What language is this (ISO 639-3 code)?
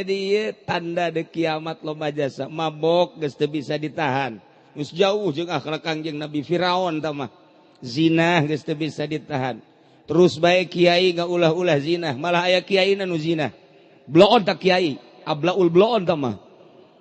sun